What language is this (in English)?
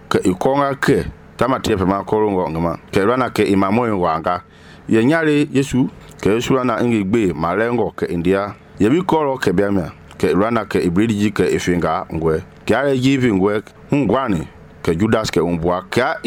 Mende